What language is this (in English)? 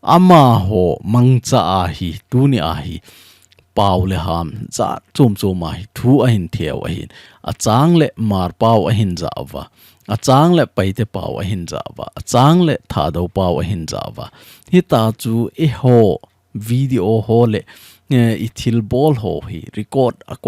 Thado Chin